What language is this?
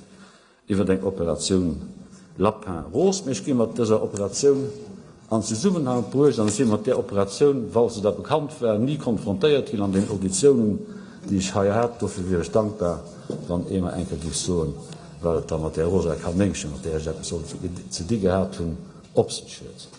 Luxembourgish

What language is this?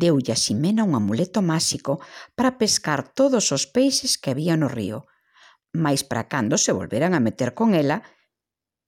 Galician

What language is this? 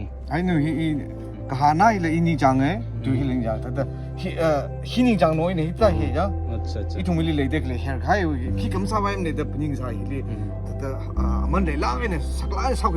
Tangkhul Naga (India)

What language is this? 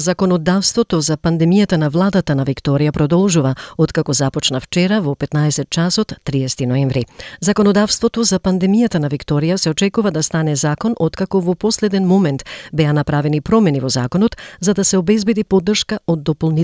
Macedonian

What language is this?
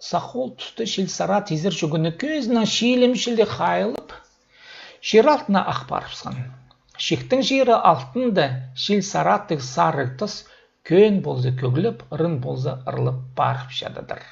Khakas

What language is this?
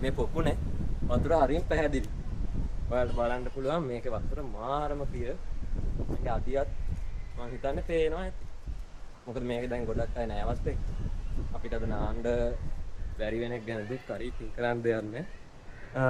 Sinhala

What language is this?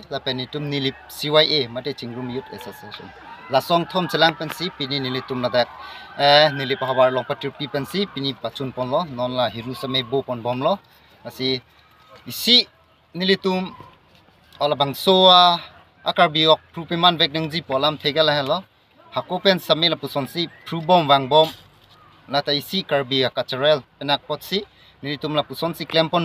Karbi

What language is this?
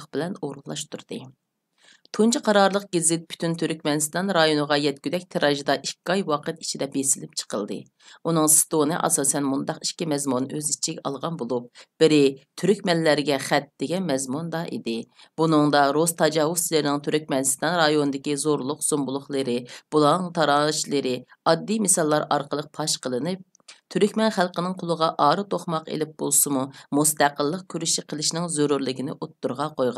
Uyghur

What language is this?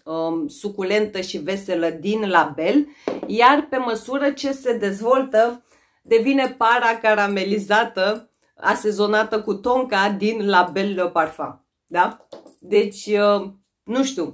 Romanian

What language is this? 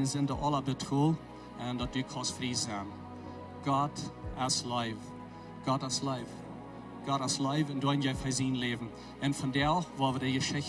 Plautdietsch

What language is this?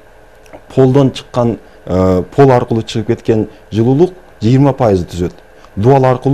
Kyrgyz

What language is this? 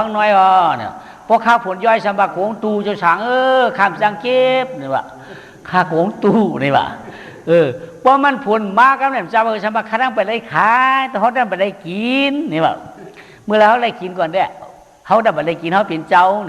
Shan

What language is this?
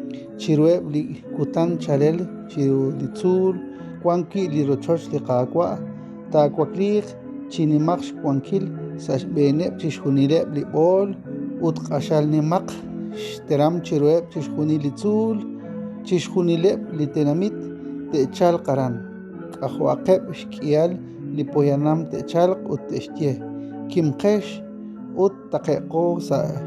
Kekchí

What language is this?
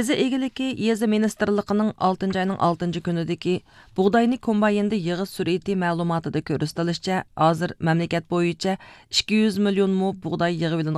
Uyghur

